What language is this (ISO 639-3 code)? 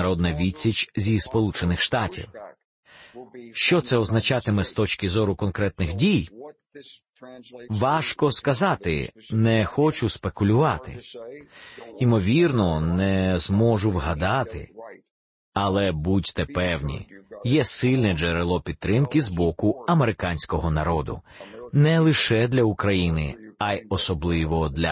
ukr